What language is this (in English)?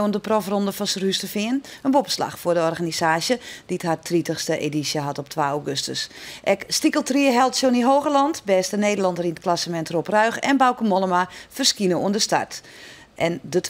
Western Frisian